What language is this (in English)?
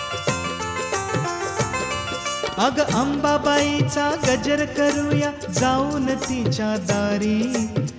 Marathi